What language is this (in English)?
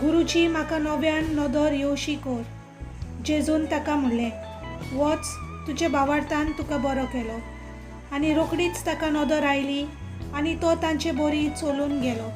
Konkani